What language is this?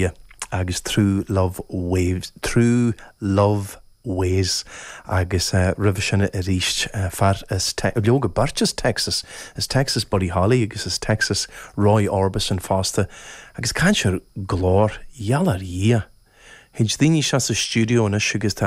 Irish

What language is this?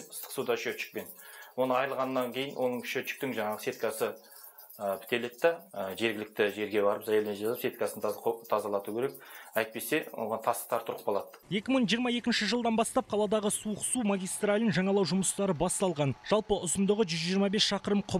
Kazakh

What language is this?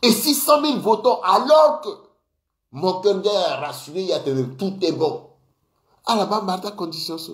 Sango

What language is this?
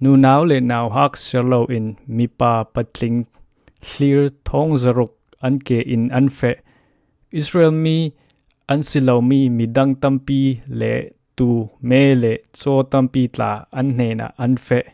Falam Chin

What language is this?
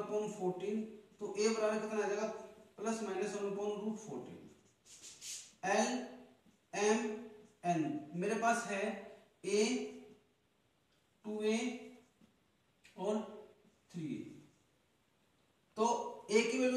Hindi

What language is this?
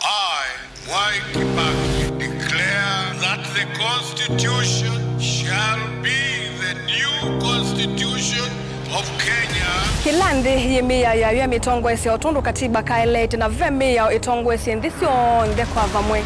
Kamba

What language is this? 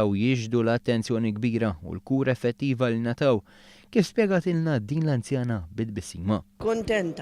Maltese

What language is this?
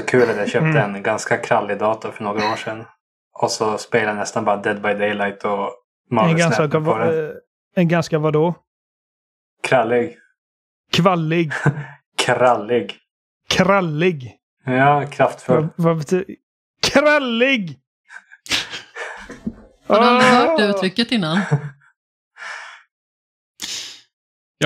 Swedish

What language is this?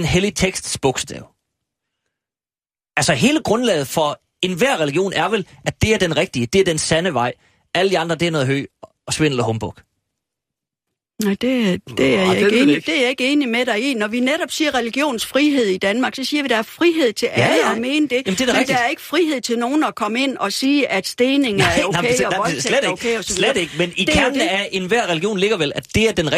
Danish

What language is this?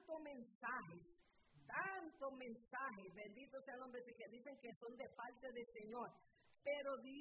Spanish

